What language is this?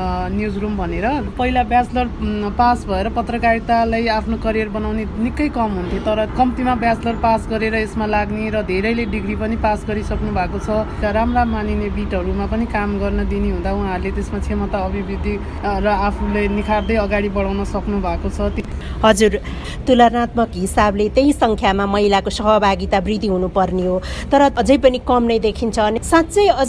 Nepali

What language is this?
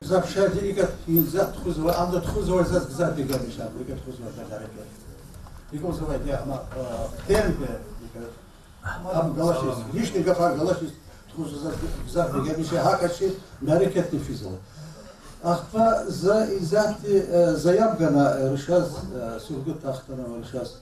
Lezghian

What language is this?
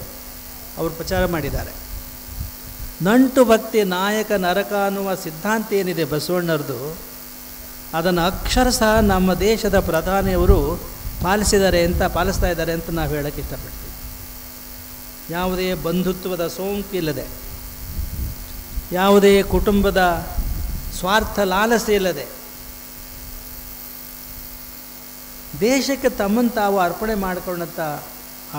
Kannada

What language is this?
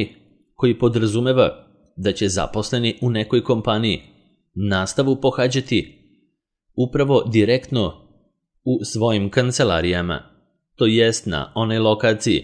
Serbian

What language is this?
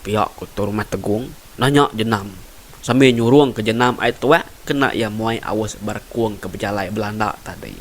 Iban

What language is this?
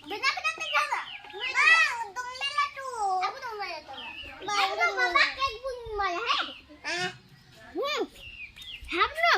Santali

